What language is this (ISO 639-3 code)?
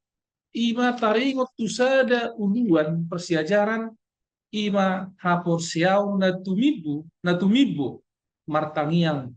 bbc